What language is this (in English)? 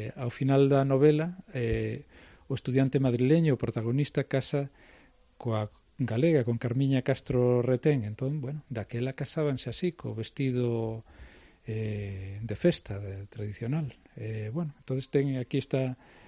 Galician